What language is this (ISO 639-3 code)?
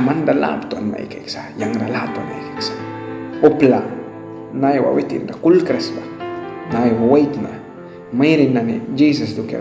miq